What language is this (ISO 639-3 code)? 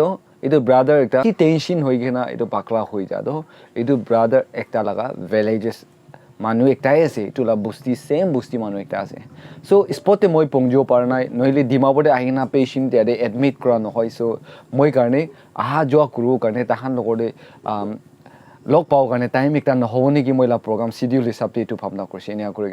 nag